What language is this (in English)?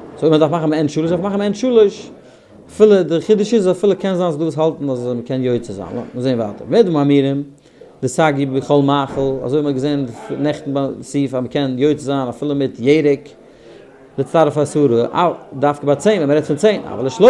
Yiddish